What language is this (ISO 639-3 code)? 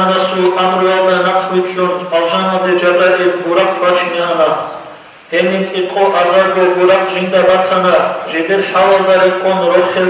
ava